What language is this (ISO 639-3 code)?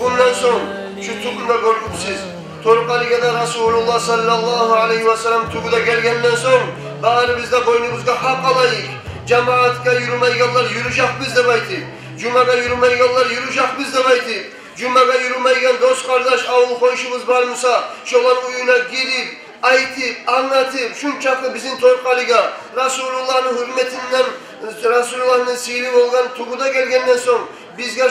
kum